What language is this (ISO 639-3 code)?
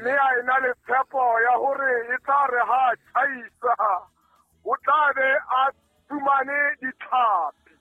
sot